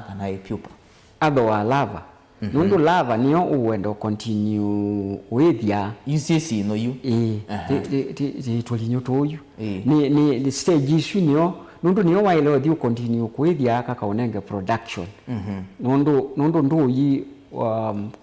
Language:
Kamba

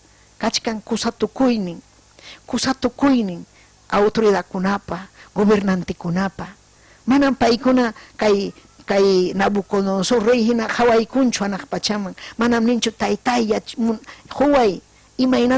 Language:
Ayacucho Quechua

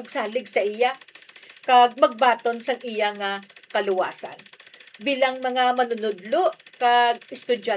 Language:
Hiligaynon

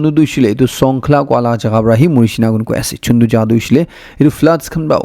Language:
Naga Pidgin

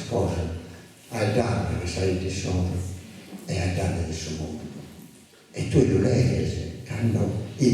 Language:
Sardinian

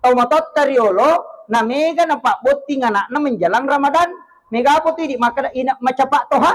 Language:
Buginese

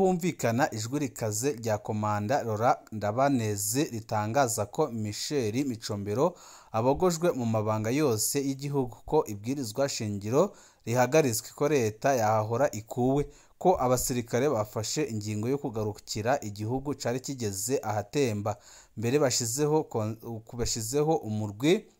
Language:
Rundi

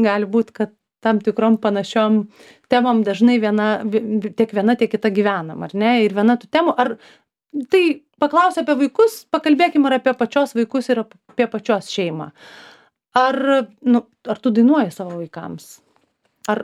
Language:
Lithuanian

